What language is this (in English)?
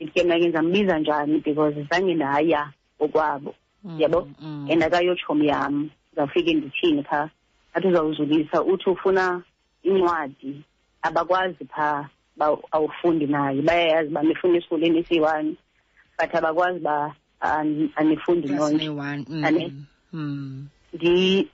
Xhosa